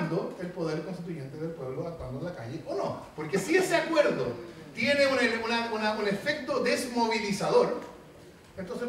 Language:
Spanish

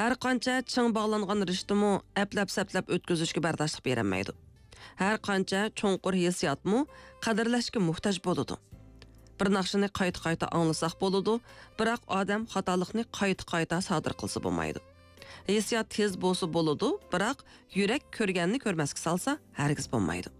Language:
Uyghur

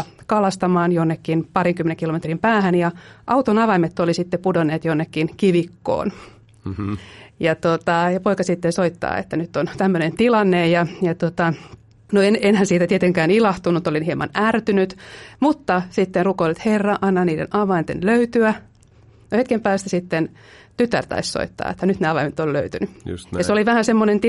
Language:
Finnish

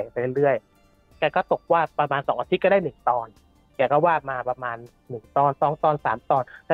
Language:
Thai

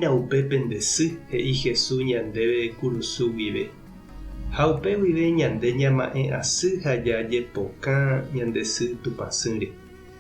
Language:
Guarani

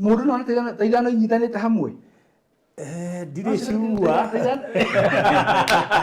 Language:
Kikuyu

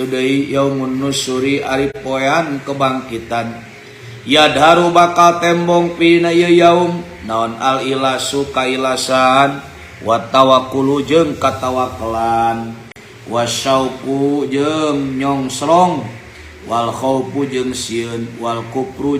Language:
Sundanese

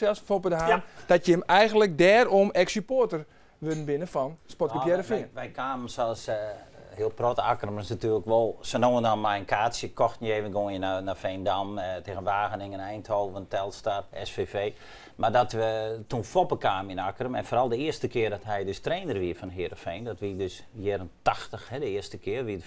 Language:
Western Frisian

